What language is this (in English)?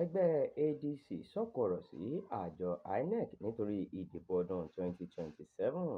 Yoruba